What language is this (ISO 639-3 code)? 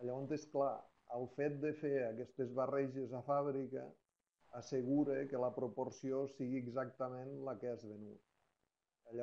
cat